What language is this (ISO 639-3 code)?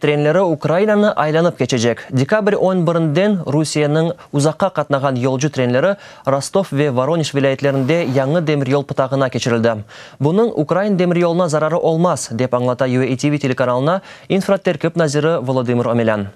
crh